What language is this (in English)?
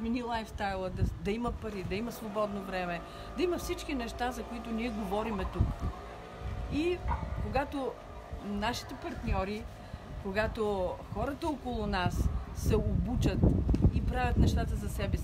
Bulgarian